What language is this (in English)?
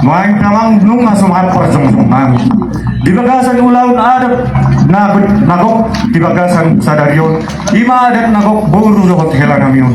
Batak Toba